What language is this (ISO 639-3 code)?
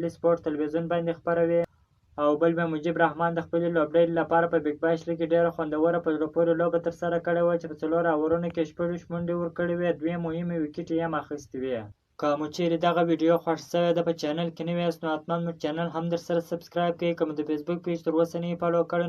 pus